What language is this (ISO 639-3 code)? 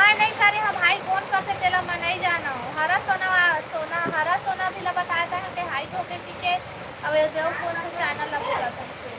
hne